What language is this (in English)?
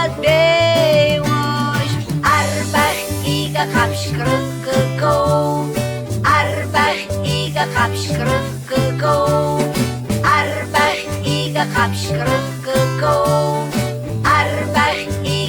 Abkhazian